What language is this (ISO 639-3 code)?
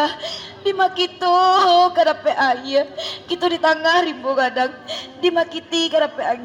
min